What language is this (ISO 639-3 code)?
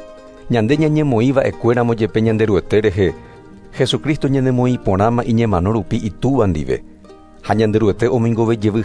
grn